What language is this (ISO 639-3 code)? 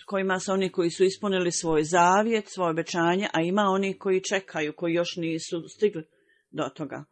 bos